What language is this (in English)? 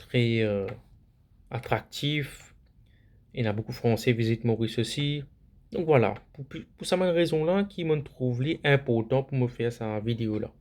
Morisyen